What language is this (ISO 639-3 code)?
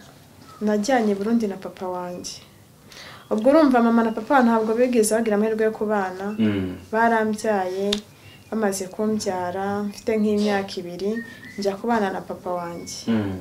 kin